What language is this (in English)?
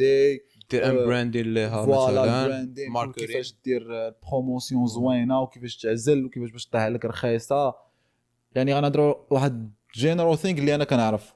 Moroccan Arabic